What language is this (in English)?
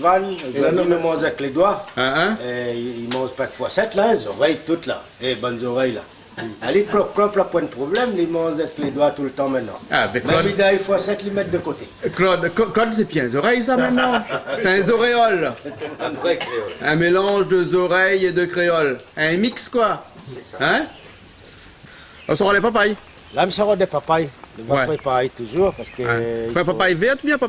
Réunion Creole French